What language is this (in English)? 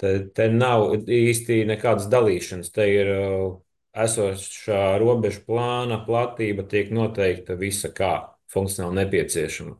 Latvian